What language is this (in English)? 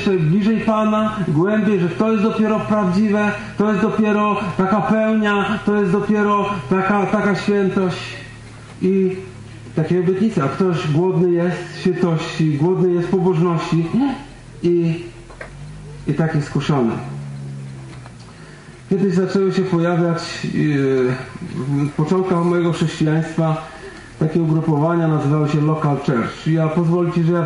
Polish